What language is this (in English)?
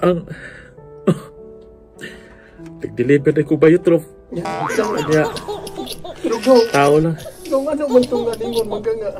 Cebuano